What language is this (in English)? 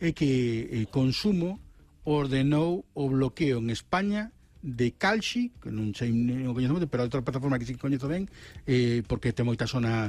Galician